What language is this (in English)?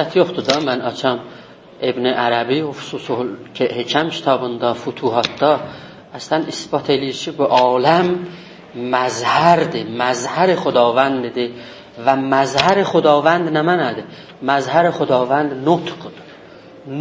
South Azerbaijani